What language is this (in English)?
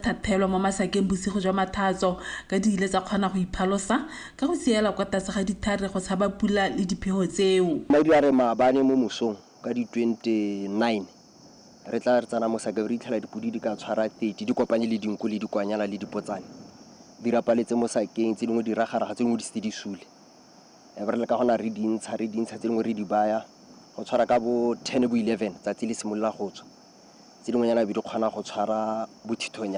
Tswana